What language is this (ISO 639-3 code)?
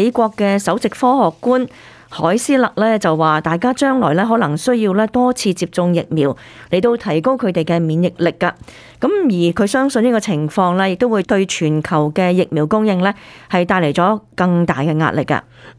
yue